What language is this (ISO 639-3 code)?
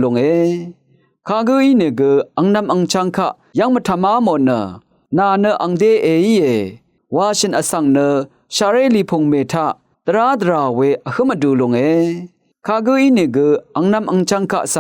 raw